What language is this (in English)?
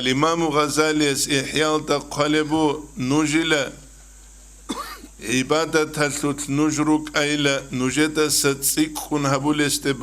Avaric